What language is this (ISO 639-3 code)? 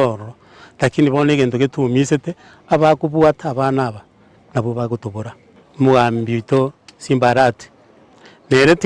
guz